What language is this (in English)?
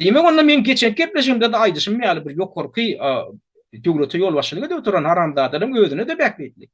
Turkmen